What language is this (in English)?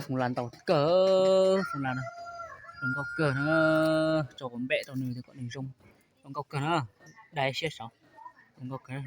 Hmong